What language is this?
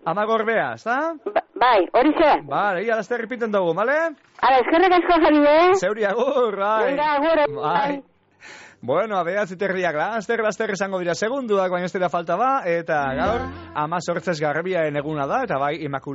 Basque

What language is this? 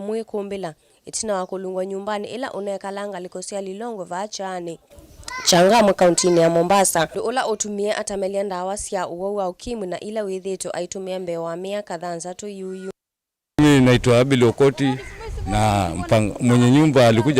Kamba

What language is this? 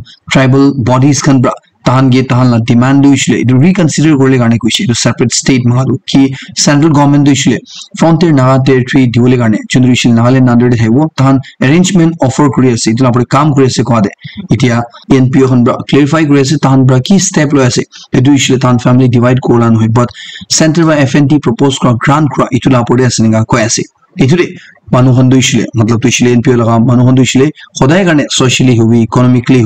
Naga Pidgin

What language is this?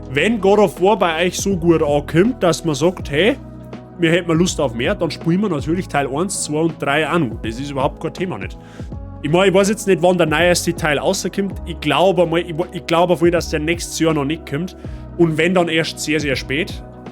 Bavarian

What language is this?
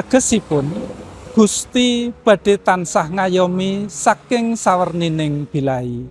Javanese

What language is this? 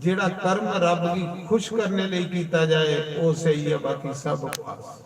Dogri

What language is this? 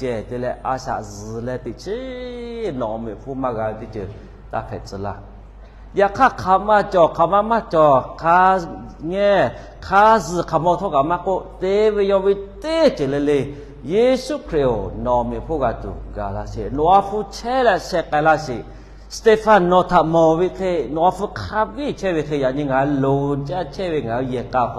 Lahu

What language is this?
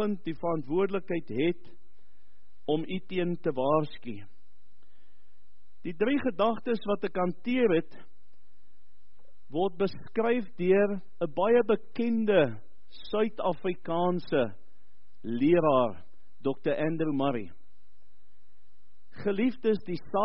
Afrikaans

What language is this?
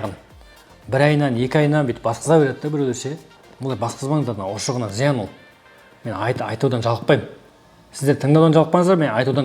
Kazakh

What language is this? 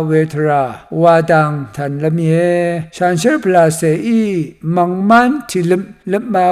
Rawang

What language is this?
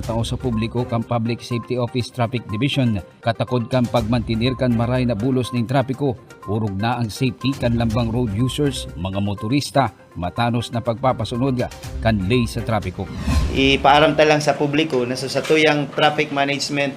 Bikol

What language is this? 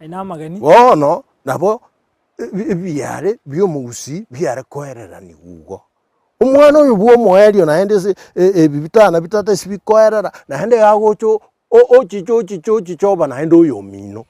Gusii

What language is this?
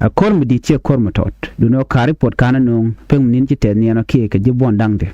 Nuer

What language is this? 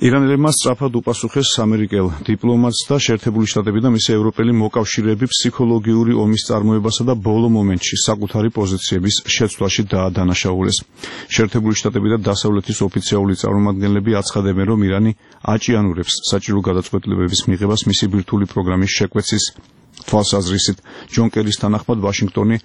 Georgian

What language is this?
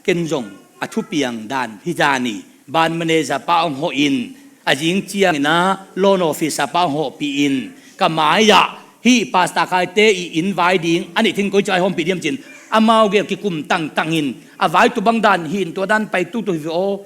Tedim Chin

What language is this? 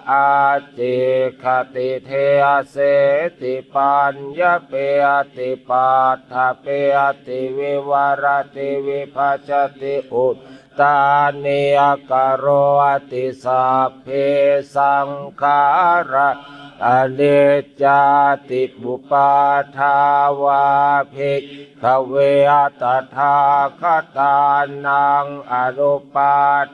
Pali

